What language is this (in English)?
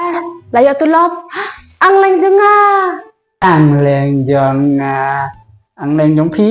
Khasi